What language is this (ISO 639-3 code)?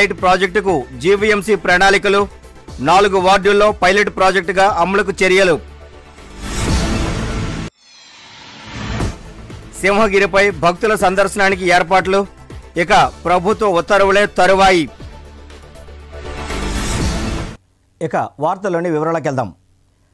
tel